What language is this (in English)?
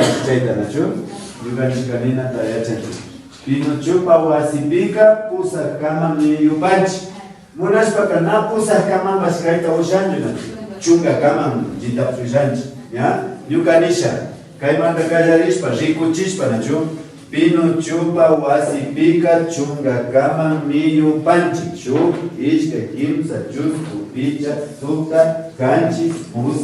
Imbabura Highland Quichua